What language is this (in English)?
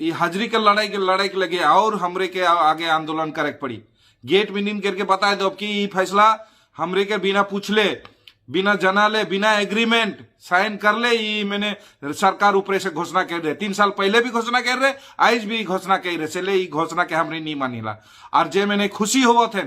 Sadri